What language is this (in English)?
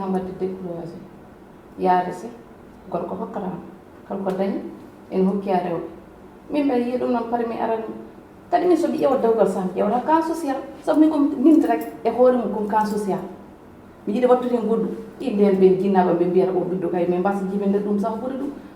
Fula